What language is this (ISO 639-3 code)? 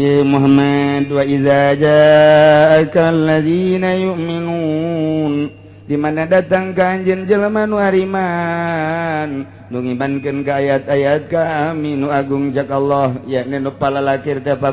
sun